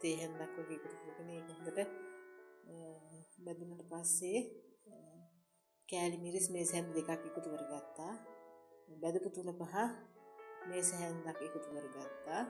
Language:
Sinhala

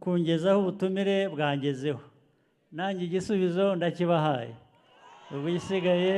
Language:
Kinyarwanda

